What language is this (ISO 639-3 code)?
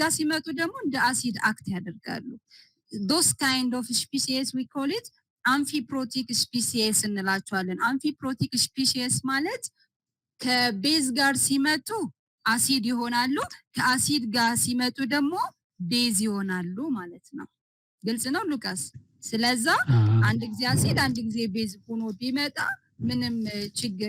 amh